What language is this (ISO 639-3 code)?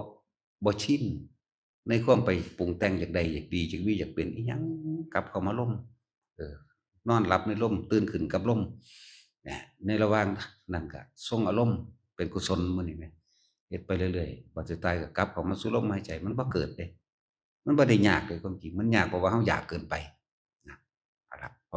tts